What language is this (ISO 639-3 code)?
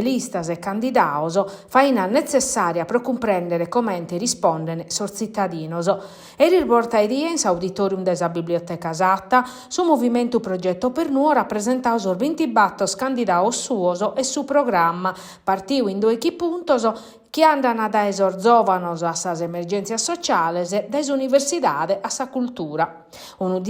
srd